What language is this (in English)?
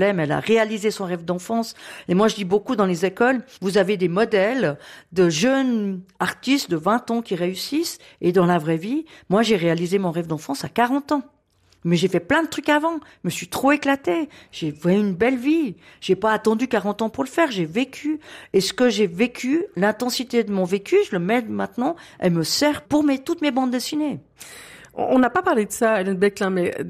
French